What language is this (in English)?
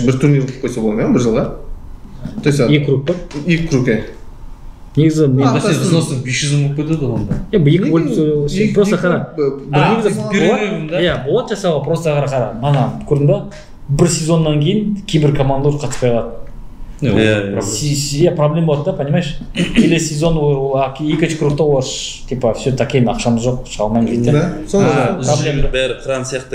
Kazakh